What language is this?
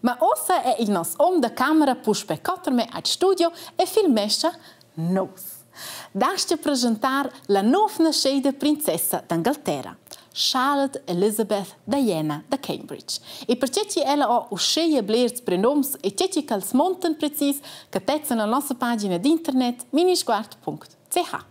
Romansh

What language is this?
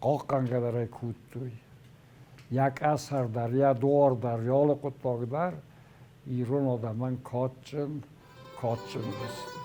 Ossetic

